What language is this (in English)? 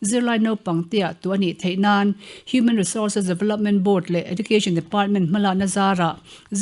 Mizo